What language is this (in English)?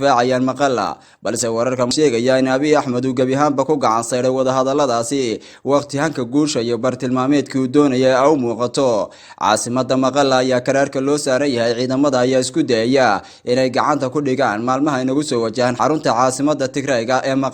Somali